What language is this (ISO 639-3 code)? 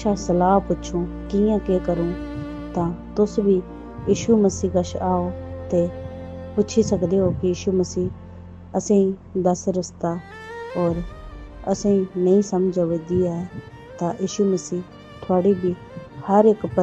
doi